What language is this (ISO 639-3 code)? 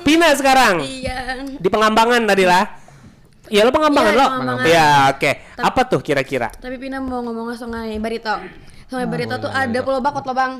bjn